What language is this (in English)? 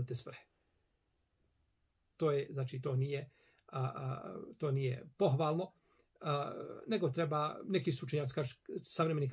Bosnian